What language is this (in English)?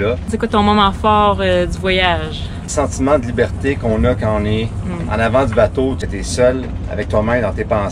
French